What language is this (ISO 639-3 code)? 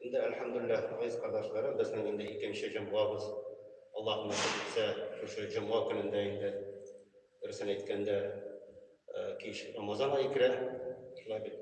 tat